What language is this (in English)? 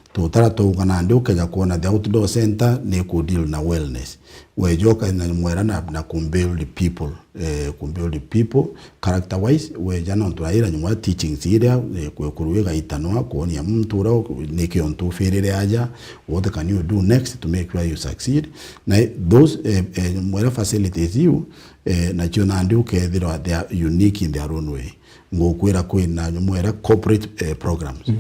Meru